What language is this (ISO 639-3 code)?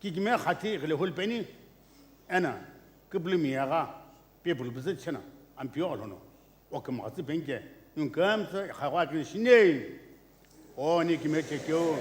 nsm